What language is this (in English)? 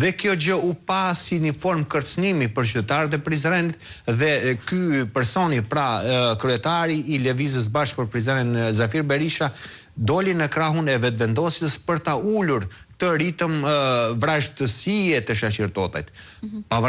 Albanian